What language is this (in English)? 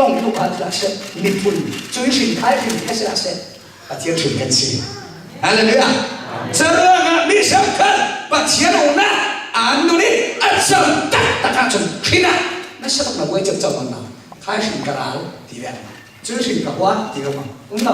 Falam Chin